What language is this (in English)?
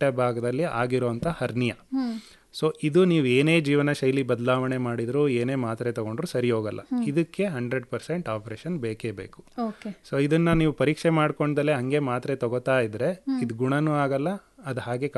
Kannada